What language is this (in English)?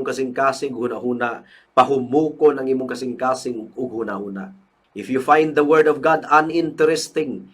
Cebuano